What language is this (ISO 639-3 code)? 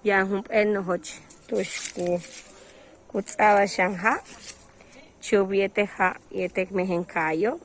yua